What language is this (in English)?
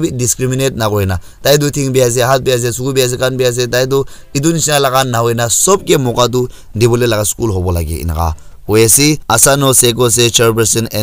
Naga Pidgin